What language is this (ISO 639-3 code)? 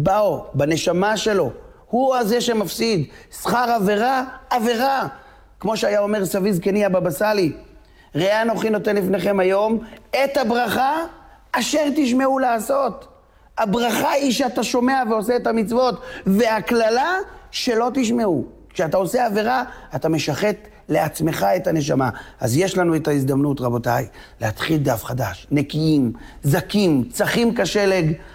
heb